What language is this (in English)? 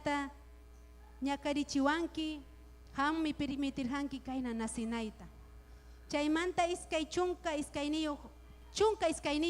Ayacucho Quechua